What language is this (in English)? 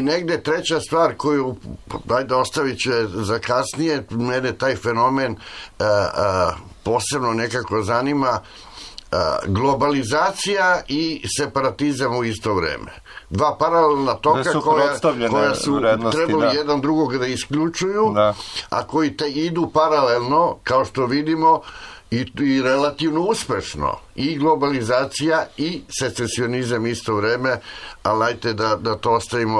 Serbian